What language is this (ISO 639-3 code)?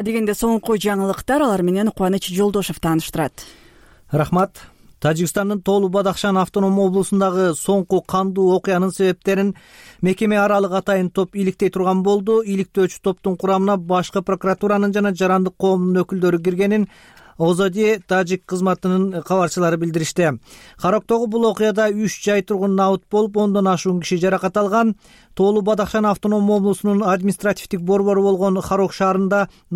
kir